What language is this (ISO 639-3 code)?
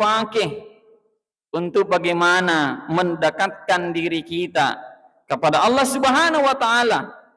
bug